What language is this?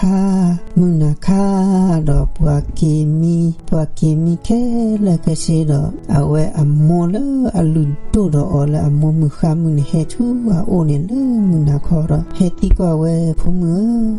S'gaw Karen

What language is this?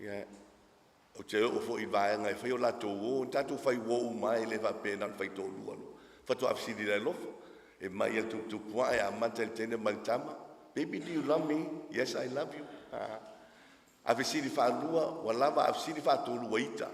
Samoan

